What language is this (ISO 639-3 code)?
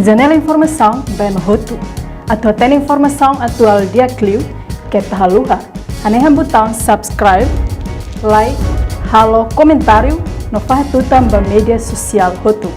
tet